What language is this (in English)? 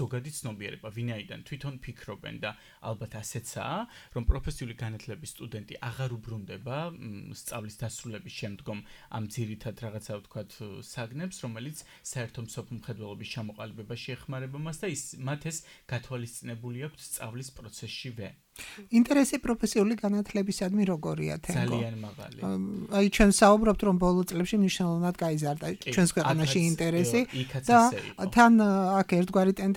Georgian